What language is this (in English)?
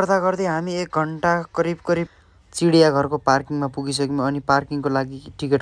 Nepali